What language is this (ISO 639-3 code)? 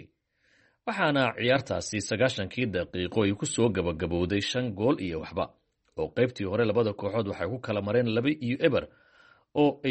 som